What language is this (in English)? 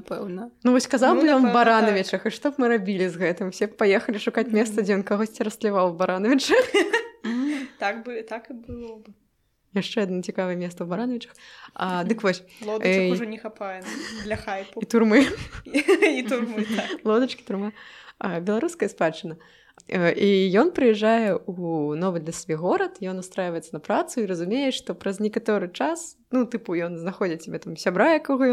Belarusian